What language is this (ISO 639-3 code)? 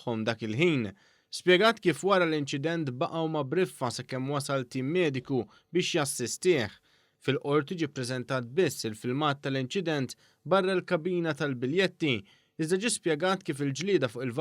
mlt